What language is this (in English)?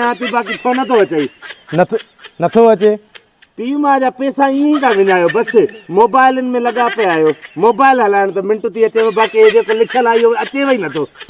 Sindhi